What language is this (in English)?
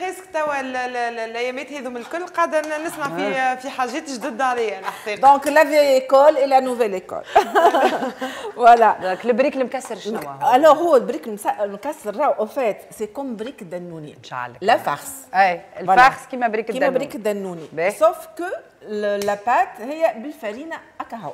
Tunisian Arabic